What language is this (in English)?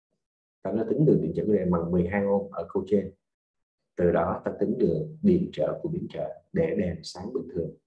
Vietnamese